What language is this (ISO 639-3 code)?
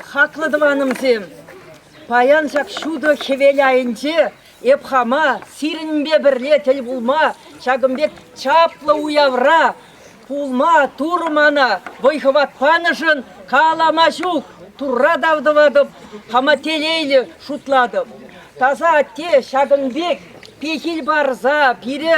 chv